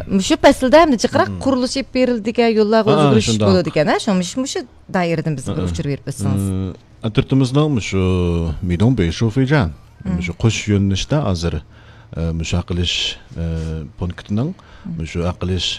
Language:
Uyghur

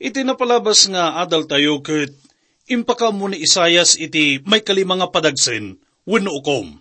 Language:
Iloko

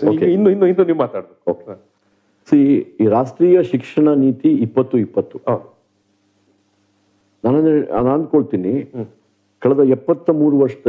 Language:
Kannada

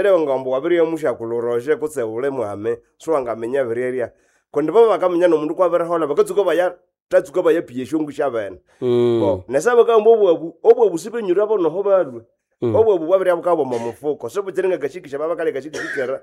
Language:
Nande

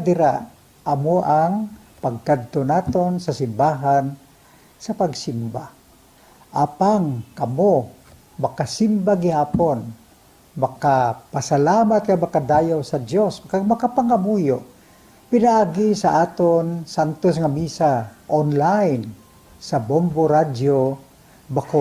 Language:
Hiligaynon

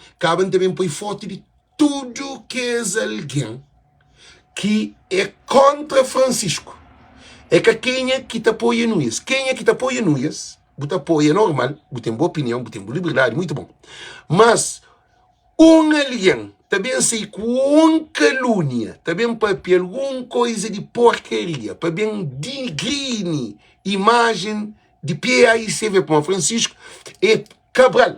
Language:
Kabuverdianu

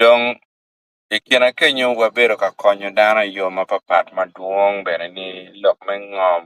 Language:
Acoli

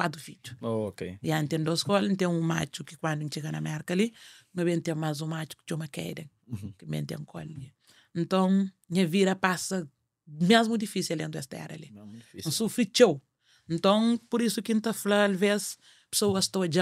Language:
Kabuverdianu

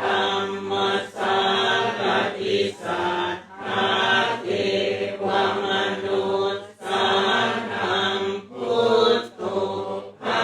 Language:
Pali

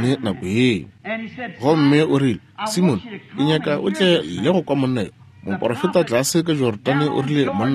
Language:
Northern Sotho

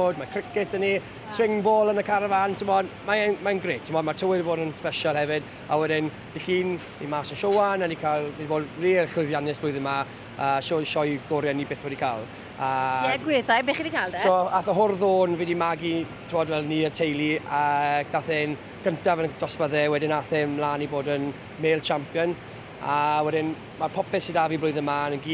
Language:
Welsh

